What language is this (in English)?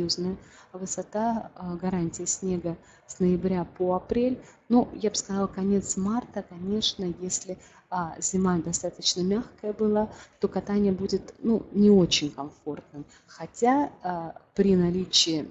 Russian